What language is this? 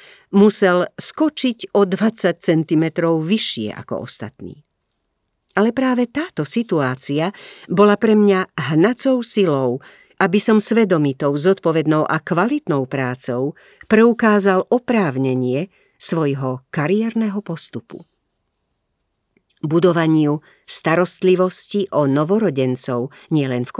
Slovak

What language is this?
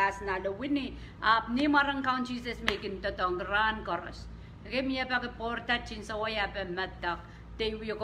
Pohnpeian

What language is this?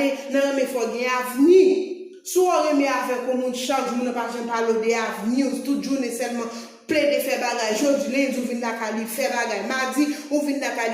Haitian Creole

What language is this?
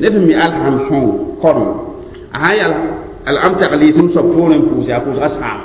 Mossi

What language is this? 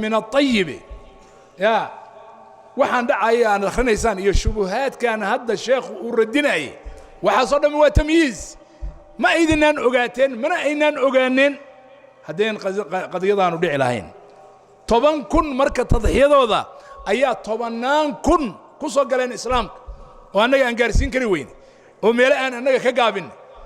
Somali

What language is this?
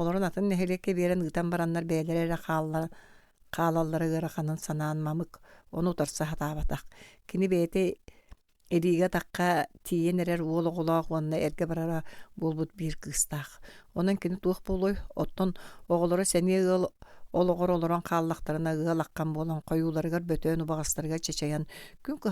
Yakut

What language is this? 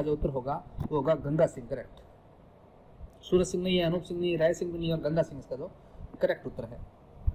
Hindi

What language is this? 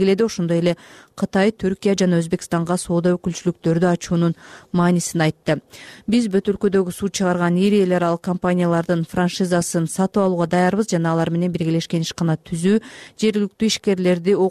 Kyrgyz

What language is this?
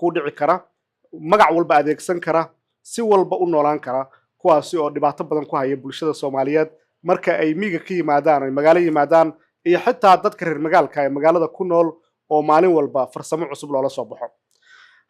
Somali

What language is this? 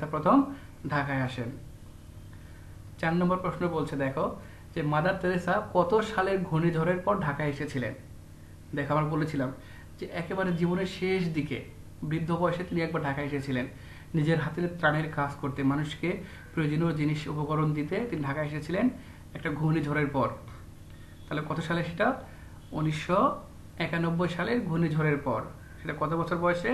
Bangla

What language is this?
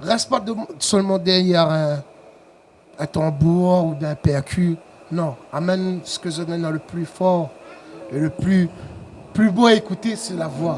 Réunion Creole French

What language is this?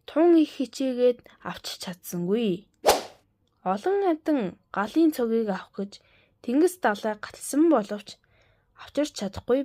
Mongolian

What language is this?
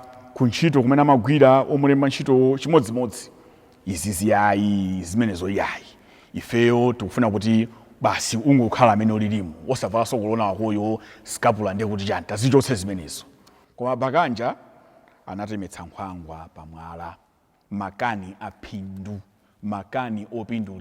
Nyanja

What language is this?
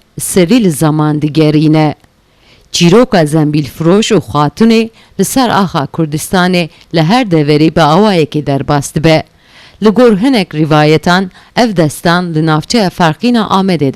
Kurdish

